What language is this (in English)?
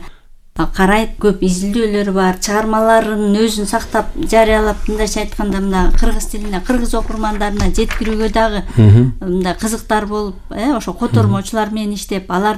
Kyrgyz